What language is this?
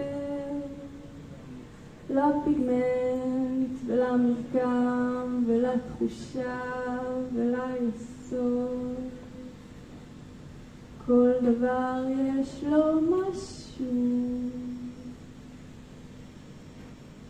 Hebrew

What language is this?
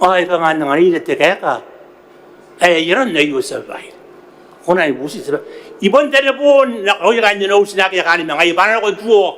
Gilbertese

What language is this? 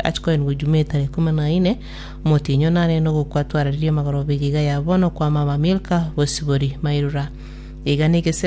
Gusii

